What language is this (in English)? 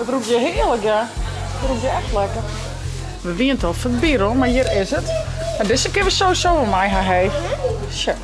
Western Frisian